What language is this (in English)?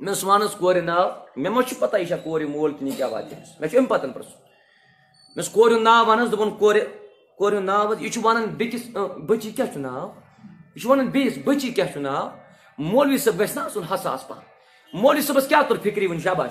Kashmiri